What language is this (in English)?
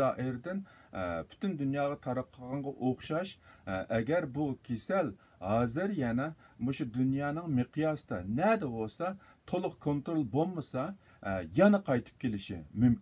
Uyghur